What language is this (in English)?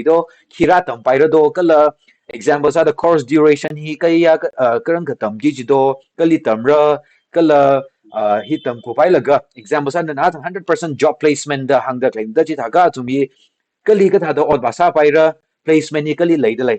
Tangkhul Naga (India)